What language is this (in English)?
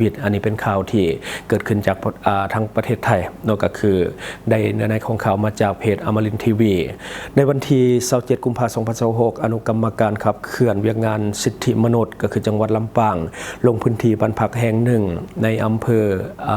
Lao